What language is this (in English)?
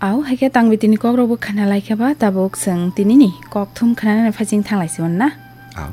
Kok Borok